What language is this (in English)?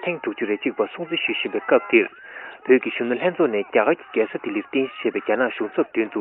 Tibetan